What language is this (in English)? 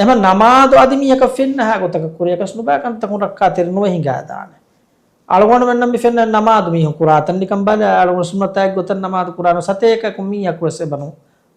Divehi